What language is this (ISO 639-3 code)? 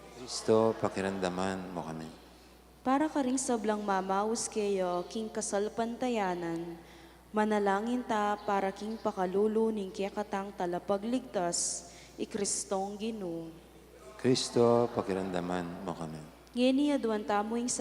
pam